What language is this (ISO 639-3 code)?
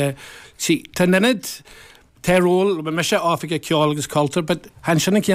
gle